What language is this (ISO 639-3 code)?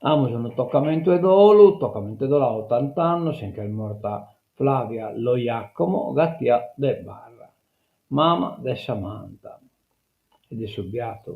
srd